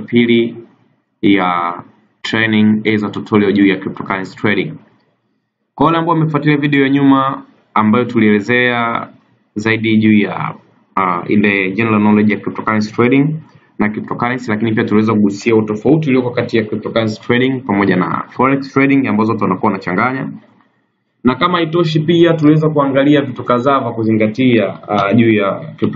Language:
Swahili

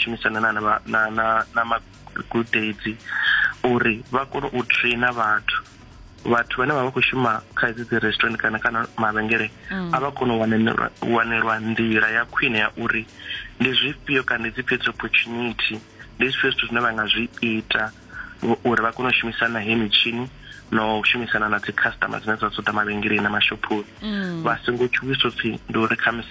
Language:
Venda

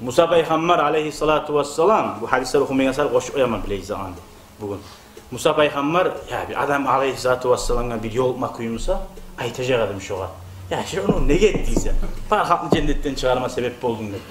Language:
Kumyk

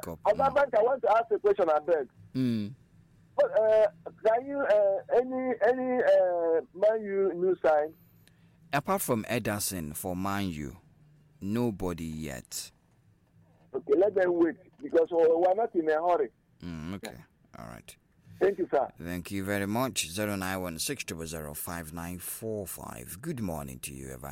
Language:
English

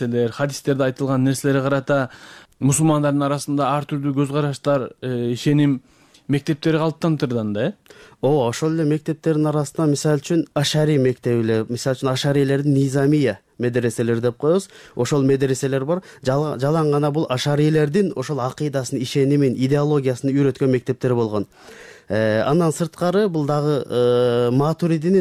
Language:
Kyrgyz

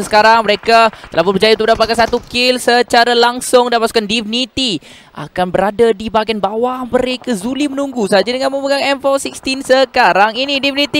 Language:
Malay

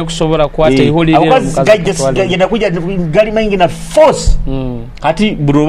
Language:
Nyoro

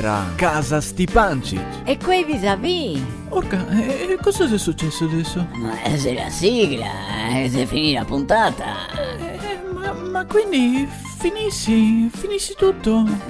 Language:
Venetian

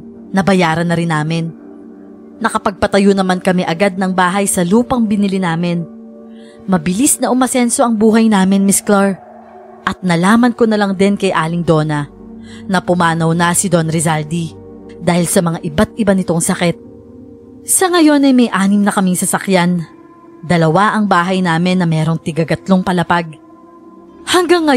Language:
Filipino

